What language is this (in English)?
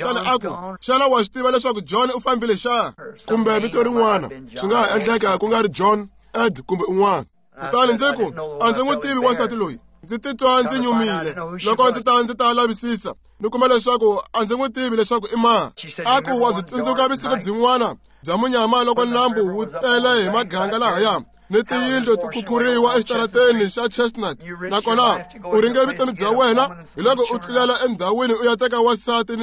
Tsonga